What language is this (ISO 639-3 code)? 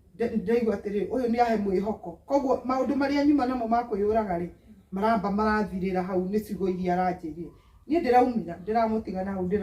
kik